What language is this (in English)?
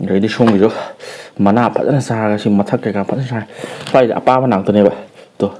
Manipuri